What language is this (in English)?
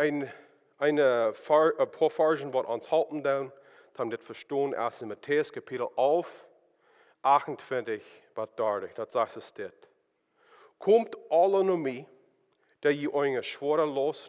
Plautdietsch